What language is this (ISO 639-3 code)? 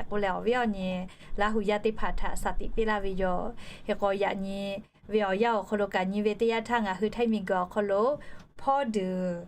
lhu